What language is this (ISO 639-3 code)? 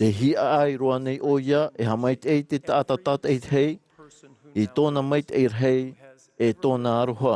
tah